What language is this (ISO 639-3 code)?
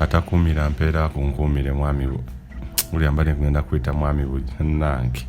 lug